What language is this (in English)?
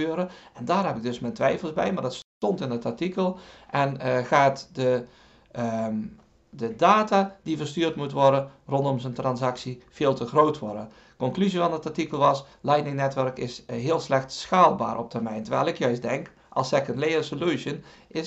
Dutch